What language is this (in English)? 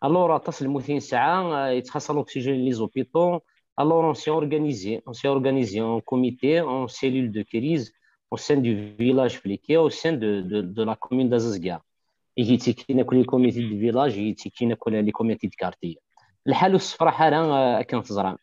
Kabyle